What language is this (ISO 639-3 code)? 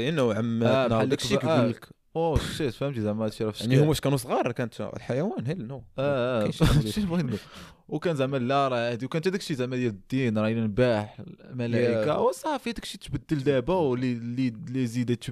ary